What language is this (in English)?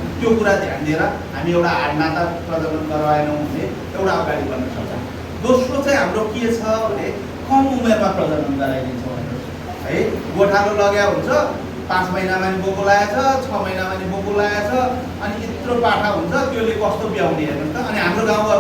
Nepali